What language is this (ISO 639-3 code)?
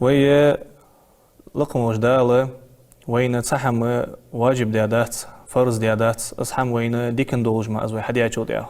inh